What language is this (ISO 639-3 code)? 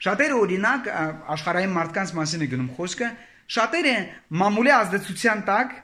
hye